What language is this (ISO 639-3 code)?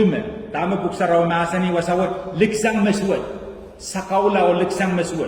pon